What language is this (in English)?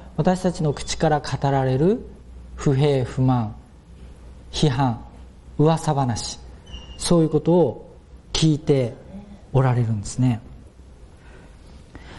Japanese